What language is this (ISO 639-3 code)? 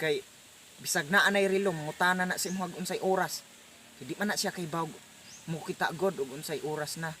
ceb